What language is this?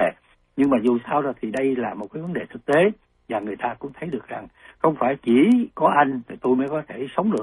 Vietnamese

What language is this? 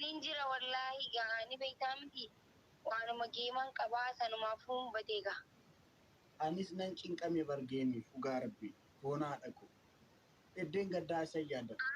Oromo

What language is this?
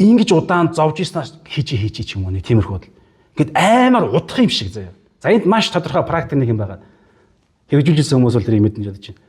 Mongolian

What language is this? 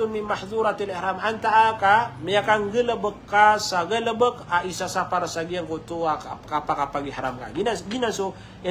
Maranao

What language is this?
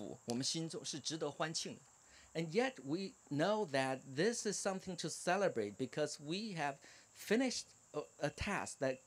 English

